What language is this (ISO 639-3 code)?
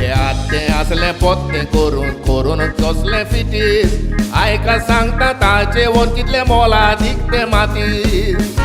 kok